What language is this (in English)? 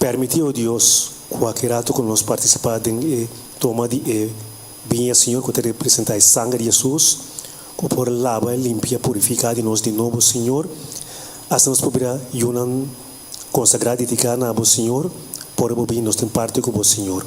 Papiamento